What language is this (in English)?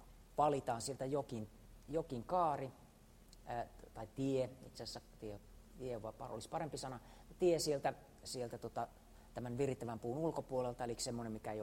Finnish